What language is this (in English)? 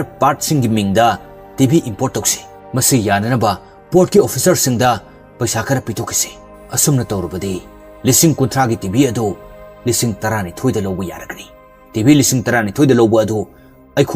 Manipuri